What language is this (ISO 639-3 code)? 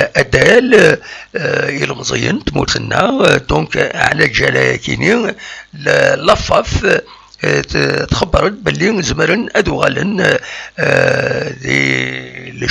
kab